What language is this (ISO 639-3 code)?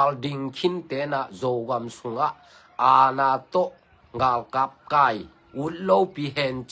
ctd